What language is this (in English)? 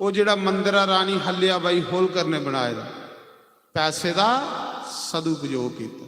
Dogri